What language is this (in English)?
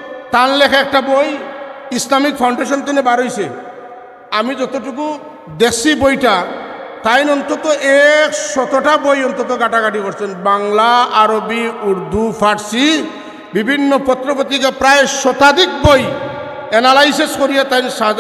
Sylheti